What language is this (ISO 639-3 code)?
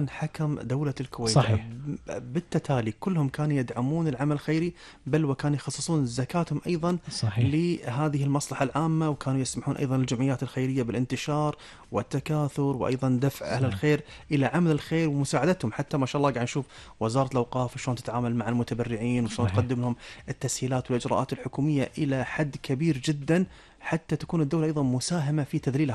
afb